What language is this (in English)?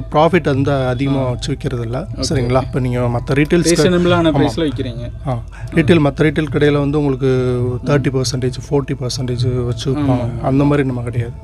Tamil